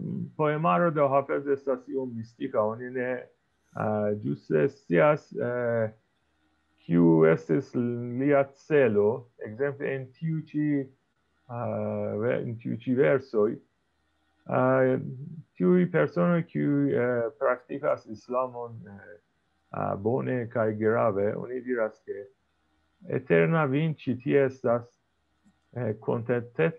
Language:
Esperanto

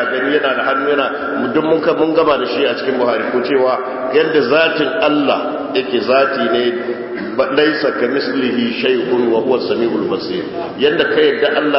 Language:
Hausa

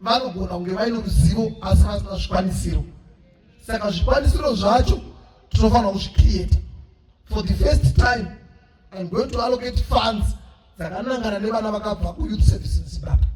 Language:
Shona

